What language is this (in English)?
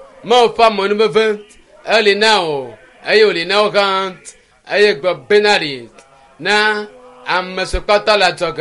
Ewe